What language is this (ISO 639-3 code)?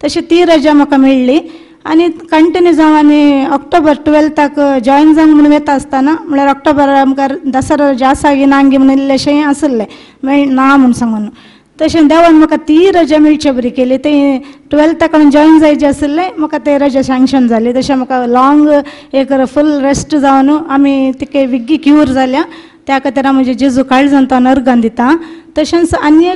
kok